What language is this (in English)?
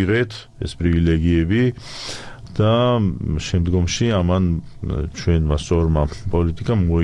Georgian